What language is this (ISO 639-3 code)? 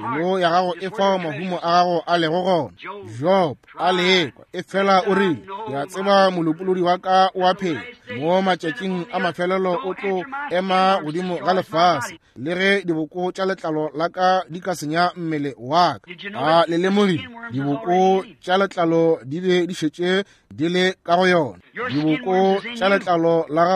nso